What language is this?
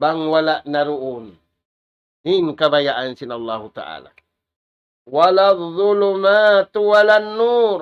Tausug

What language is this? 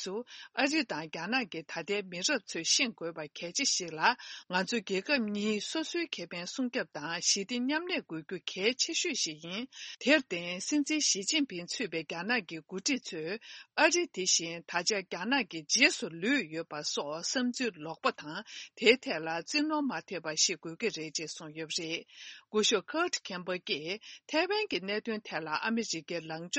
Tibetan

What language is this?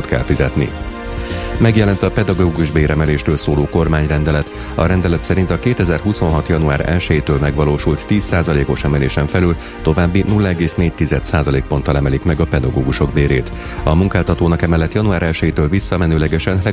Hungarian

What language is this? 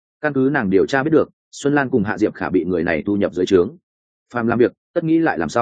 Vietnamese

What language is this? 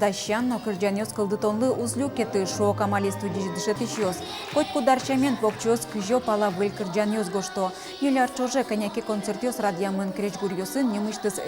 Udmurt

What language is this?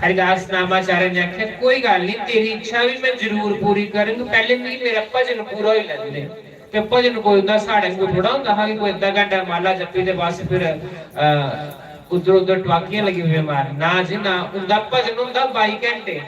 Dogri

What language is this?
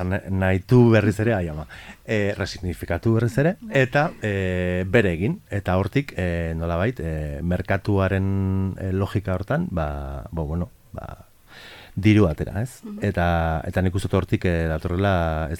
Basque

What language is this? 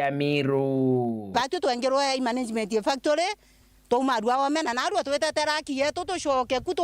Meru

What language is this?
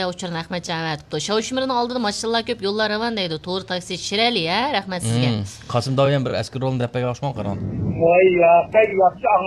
Uyghur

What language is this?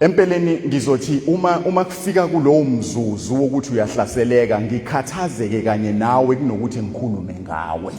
Zulu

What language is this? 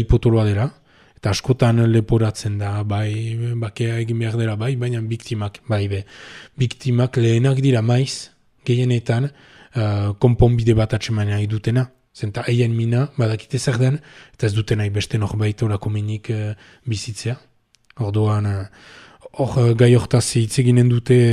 Basque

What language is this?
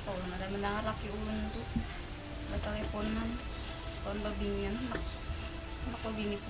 Banjar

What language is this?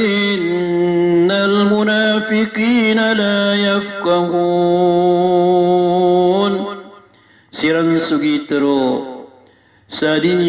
Maranao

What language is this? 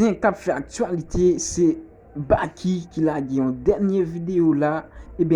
Haitian Creole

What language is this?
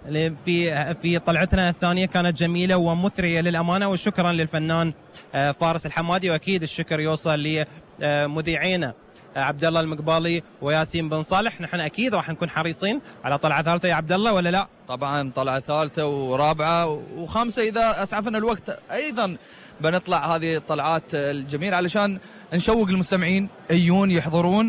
Gulf Arabic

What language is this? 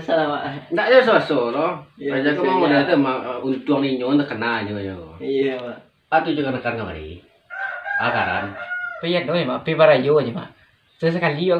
Minangkabau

